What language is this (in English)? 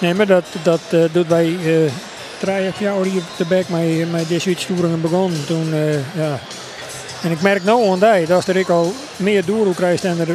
Western Frisian